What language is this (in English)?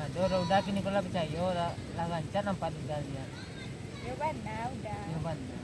Minangkabau